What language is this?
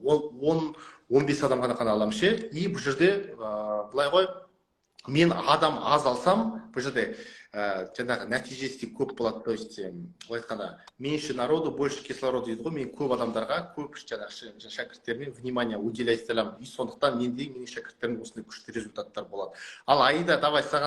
Kazakh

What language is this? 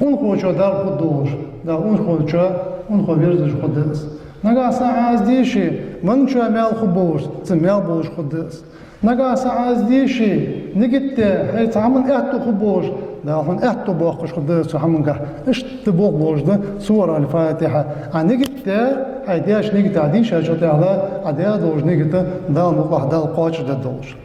Ingush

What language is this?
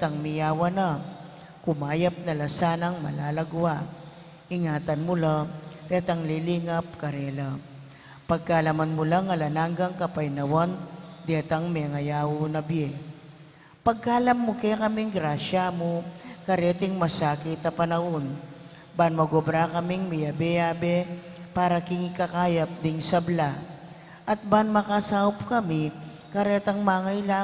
Pampanga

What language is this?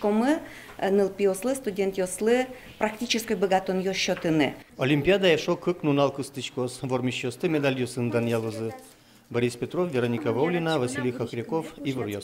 Udmurt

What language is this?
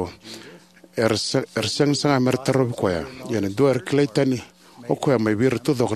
Fijian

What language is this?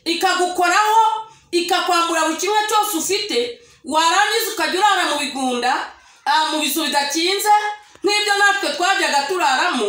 Kinyarwanda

